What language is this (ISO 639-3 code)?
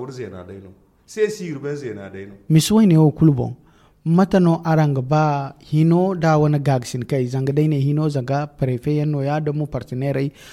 dje